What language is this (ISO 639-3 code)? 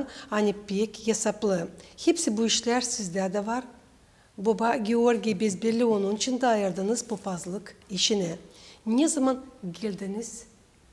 gag